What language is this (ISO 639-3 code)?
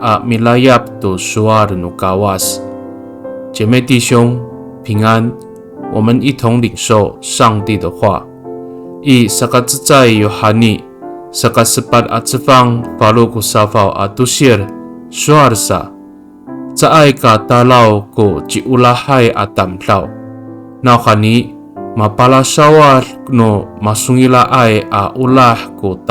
ami